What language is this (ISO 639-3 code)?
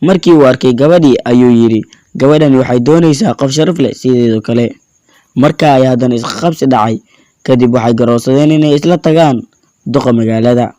som